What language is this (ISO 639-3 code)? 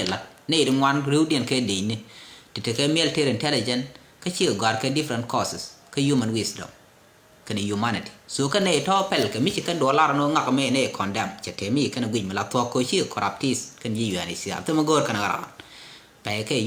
nus